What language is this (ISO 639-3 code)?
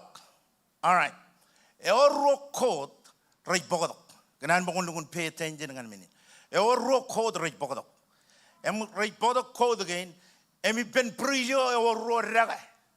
mah